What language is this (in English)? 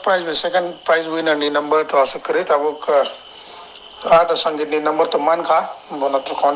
Kok Borok